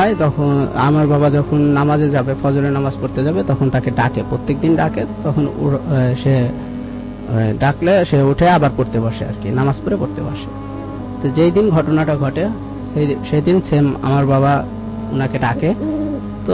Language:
Bangla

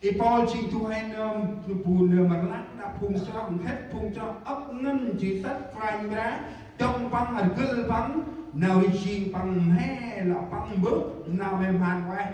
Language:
Central Mnong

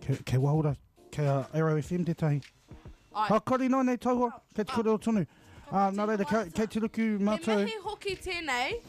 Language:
Māori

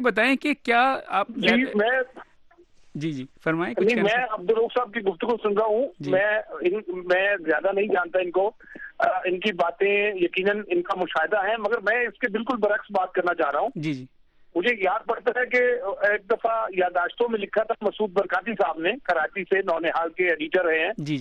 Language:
Urdu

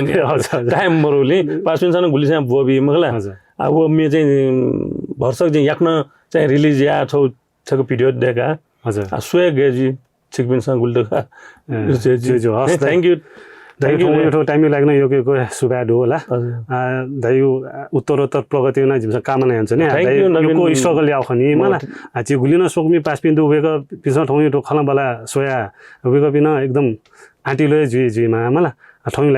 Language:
Newari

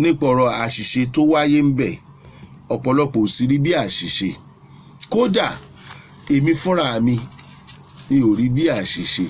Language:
Yoruba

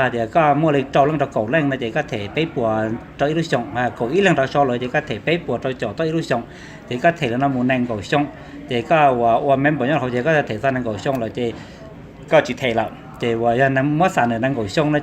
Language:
Hmong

